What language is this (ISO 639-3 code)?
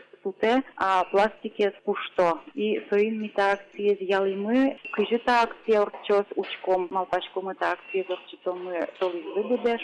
udm